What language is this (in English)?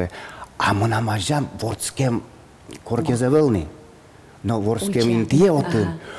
Udmurt